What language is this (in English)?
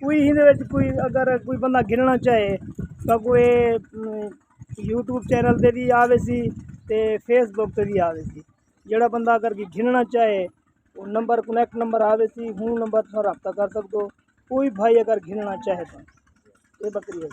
Saraiki